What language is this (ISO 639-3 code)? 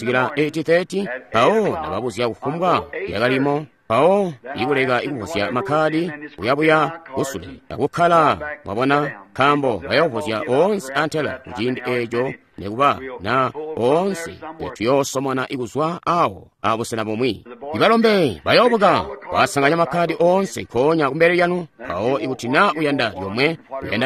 toi